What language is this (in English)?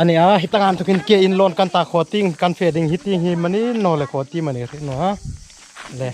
Hmar